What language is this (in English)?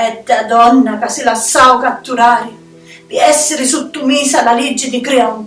Sicilian